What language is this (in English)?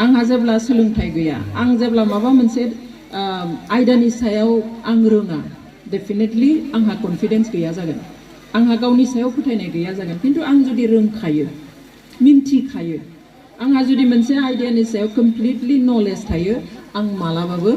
Bodo